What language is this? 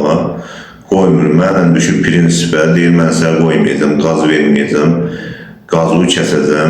Azerbaijani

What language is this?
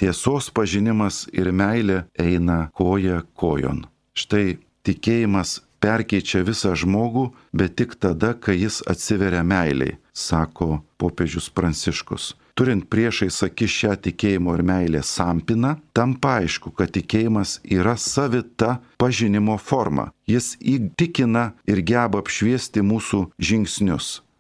Lithuanian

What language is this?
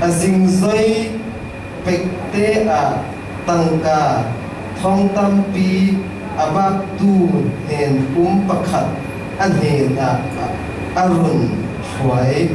Falam Chin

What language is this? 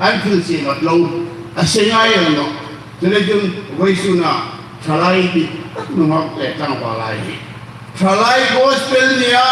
Hmar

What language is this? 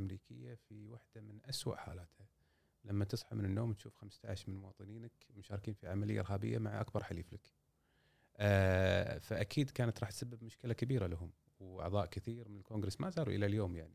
Gulf Arabic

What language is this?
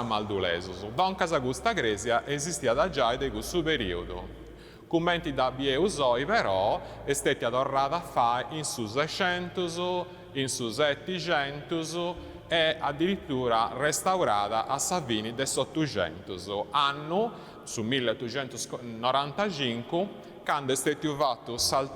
Sardinian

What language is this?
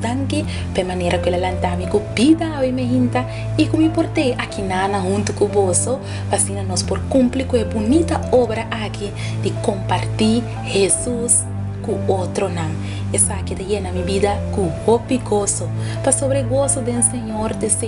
Papiamento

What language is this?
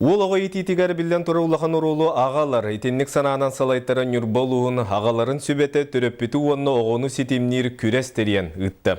Yakut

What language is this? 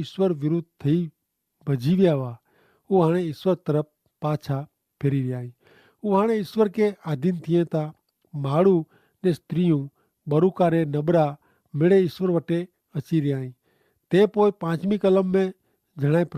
Kachhi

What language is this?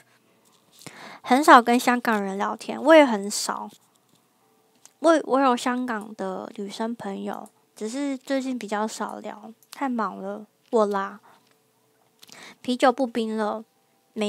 Chinese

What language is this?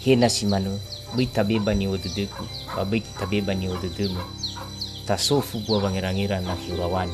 Nias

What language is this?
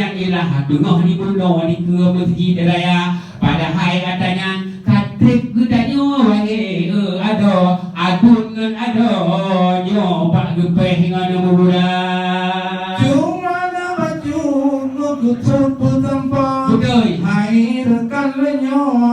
Achinese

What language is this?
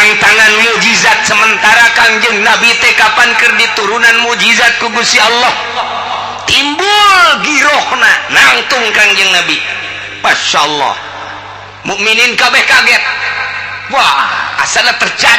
Sundanese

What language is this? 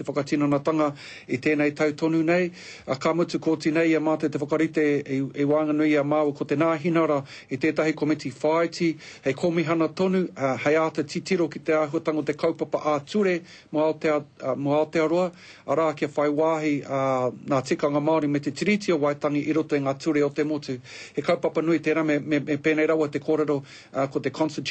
Māori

